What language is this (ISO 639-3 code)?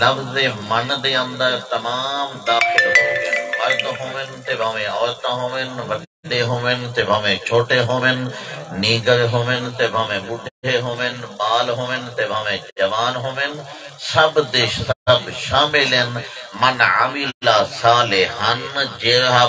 skr